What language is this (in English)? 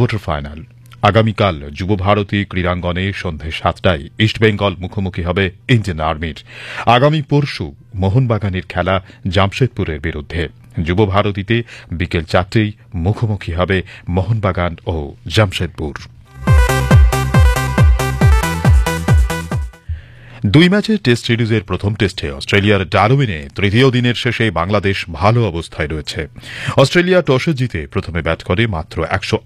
Bangla